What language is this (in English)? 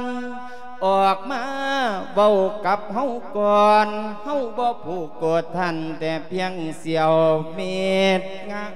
Lao